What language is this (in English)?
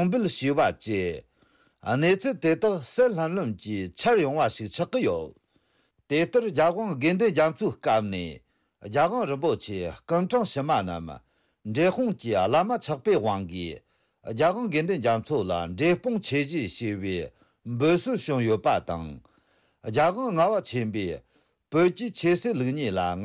Tibetan